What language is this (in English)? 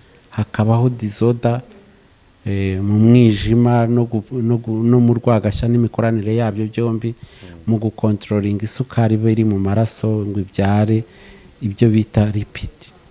Kinyarwanda